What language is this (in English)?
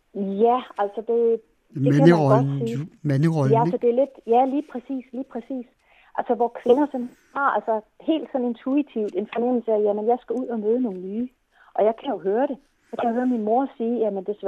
Danish